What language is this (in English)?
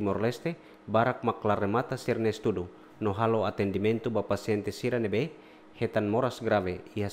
Tetum